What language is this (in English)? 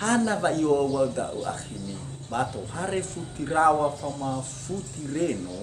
Nias